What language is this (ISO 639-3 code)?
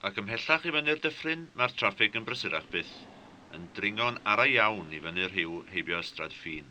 cym